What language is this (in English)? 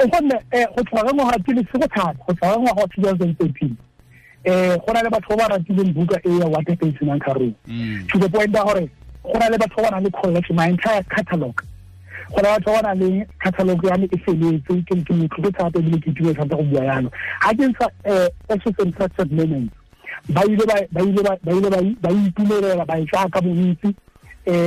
Tswana